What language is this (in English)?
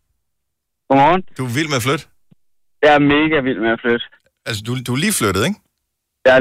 Danish